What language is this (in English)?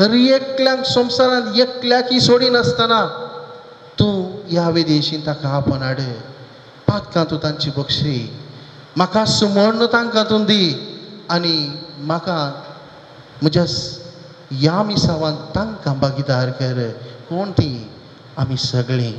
Konkani